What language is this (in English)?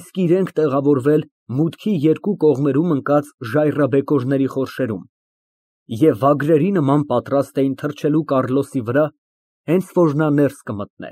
Armenian